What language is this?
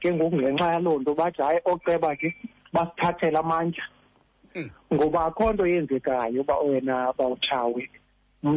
Xhosa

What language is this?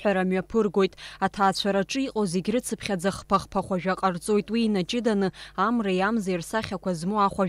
Abkhazian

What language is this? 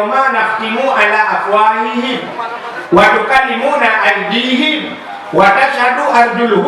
Achinese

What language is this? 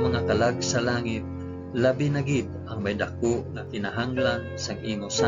Hiligaynon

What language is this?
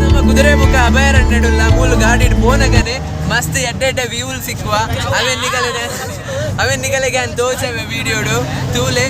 Tulu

